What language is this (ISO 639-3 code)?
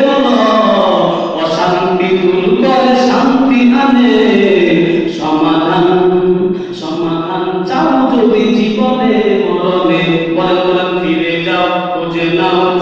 ben